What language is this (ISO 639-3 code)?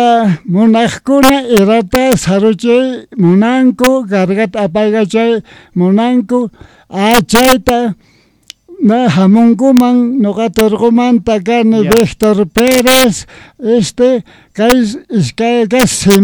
que